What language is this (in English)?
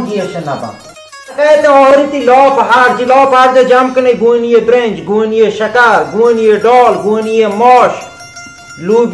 Baluchi